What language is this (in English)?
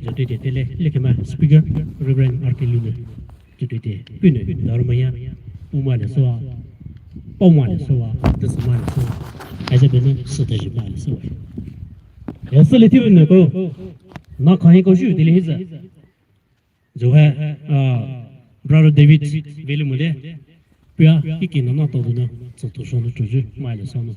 Poumei Naga